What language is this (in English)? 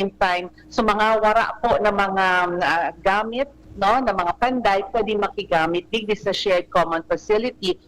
Bikol